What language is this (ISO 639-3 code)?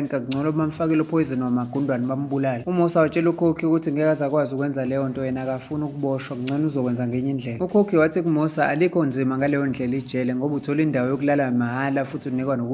zul